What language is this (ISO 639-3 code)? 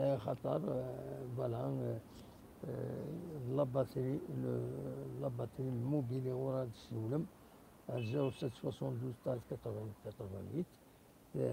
kab